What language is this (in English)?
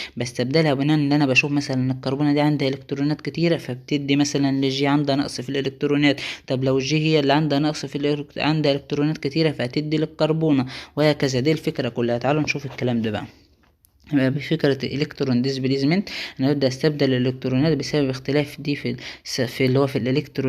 Egyptian Arabic